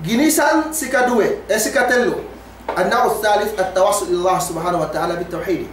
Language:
Yakan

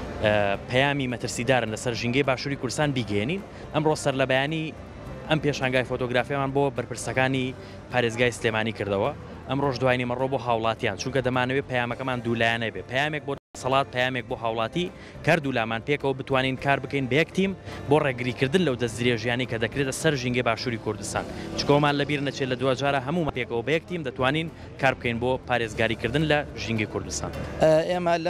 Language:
Central Kurdish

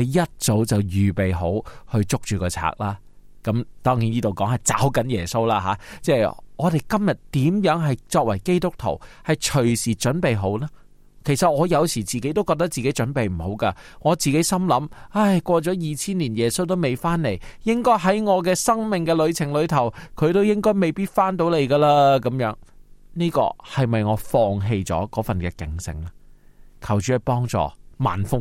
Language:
Cantonese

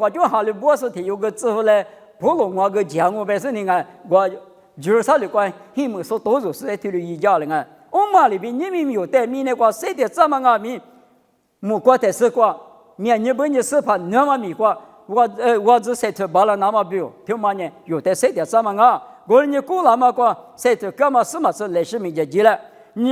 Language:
Lisu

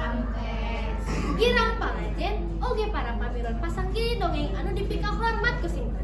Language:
Sundanese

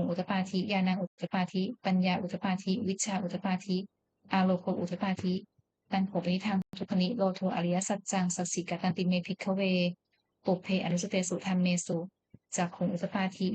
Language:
Pali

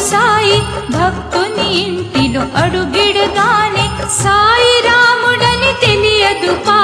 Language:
Telugu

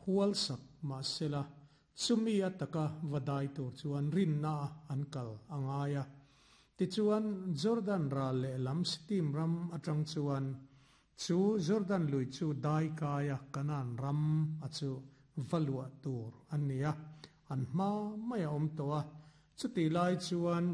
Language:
Mizo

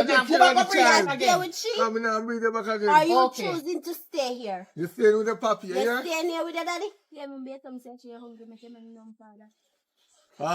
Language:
Jamaican Creole English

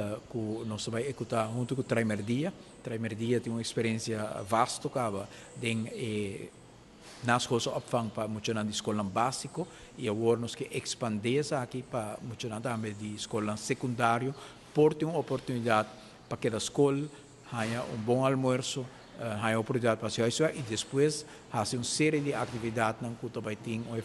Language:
Papiamento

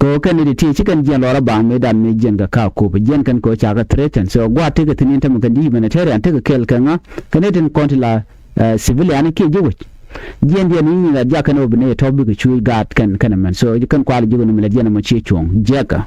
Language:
Nuer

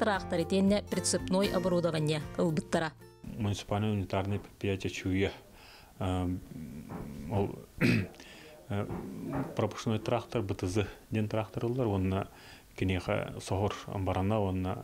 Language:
Yakut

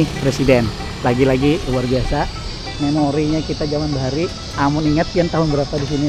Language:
Banjar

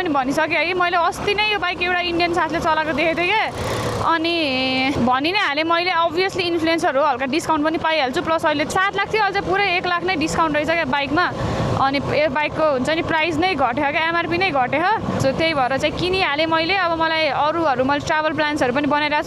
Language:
Nepali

